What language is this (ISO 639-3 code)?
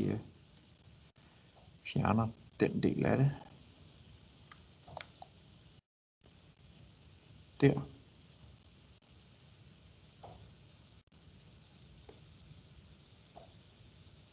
dan